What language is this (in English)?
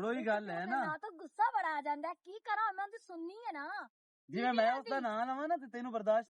Western Panjabi